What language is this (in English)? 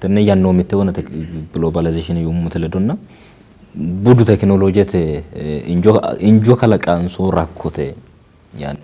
Sidamo